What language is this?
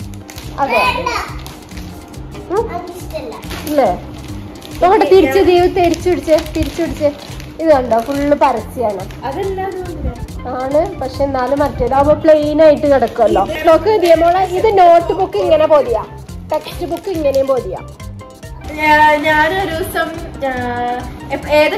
Malayalam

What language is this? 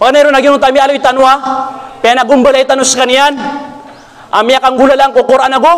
Maranao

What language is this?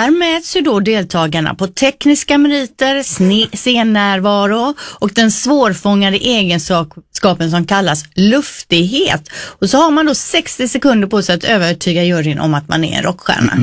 Swedish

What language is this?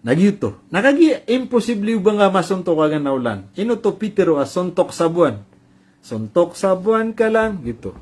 Maranao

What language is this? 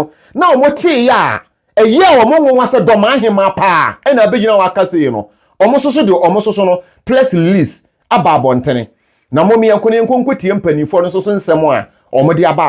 Akan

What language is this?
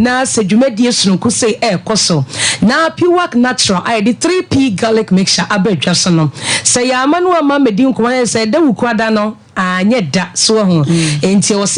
Akan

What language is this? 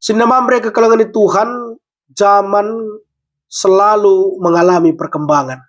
Batak Karo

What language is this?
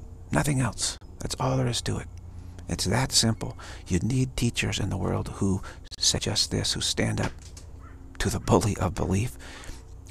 English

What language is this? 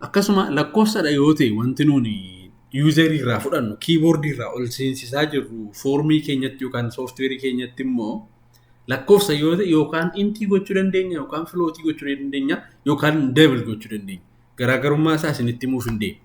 Oromo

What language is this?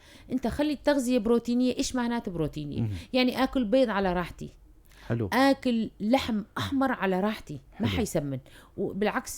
North Levantine Arabic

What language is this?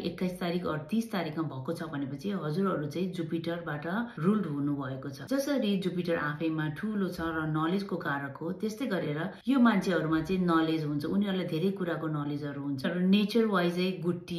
Nepali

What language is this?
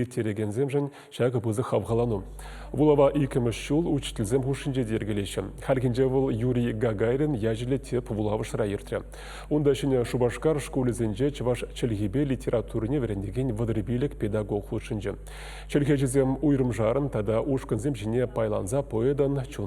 Chuvash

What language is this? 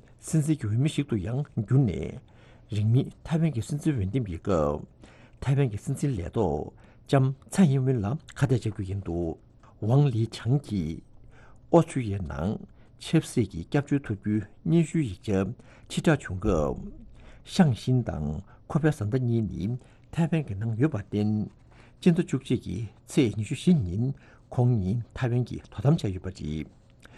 Tibetan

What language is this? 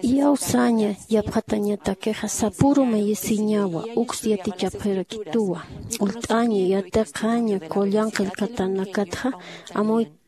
Aymara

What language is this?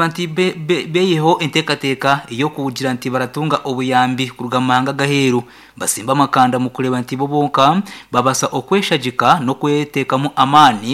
Nyankole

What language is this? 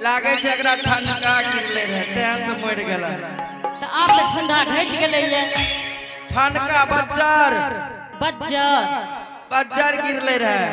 Angika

